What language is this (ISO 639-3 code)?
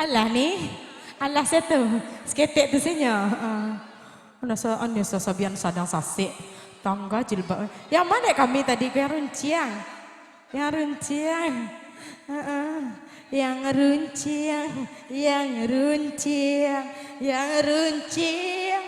min